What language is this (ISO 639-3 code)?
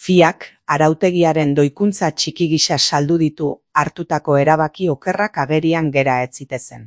eus